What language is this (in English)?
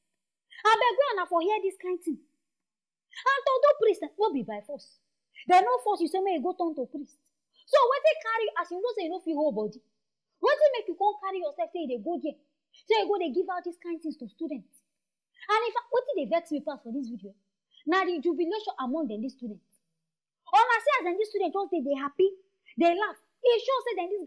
Nigerian Pidgin